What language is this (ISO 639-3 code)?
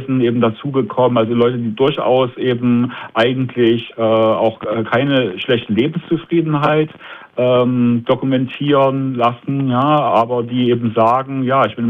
deu